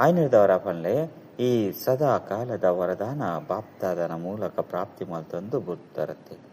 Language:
Tulu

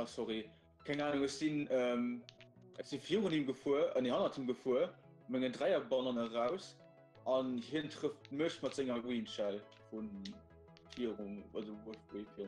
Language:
Luxembourgish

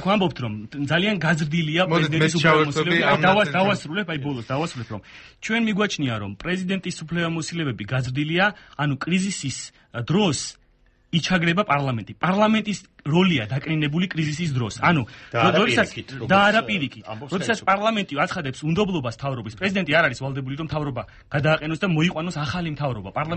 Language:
Georgian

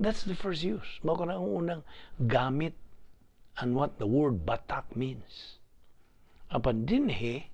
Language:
Cebuano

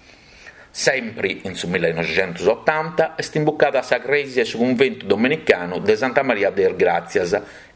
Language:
Sardinian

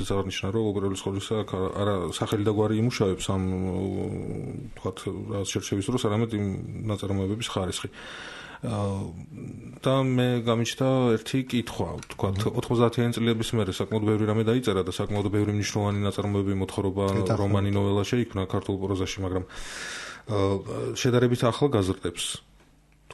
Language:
Georgian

